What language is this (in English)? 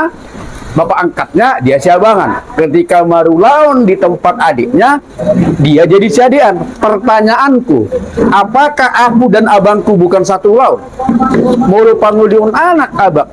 Batak Toba